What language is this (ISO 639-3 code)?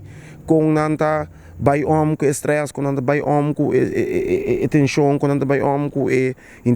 pap